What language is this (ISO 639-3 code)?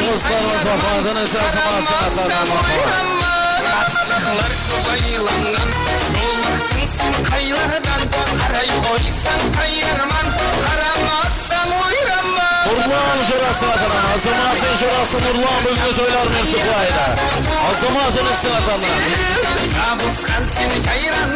kaa